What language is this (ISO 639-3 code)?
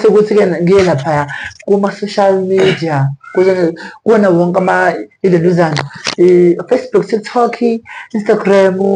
zul